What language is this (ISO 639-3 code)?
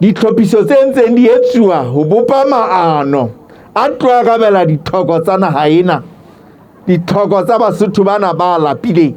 sot